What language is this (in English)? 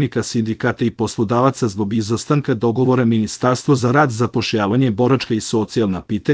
Serbian